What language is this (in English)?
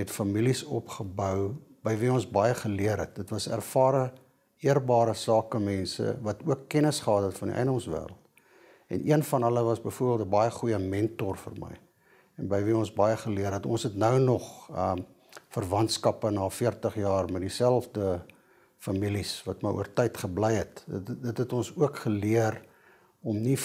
Afrikaans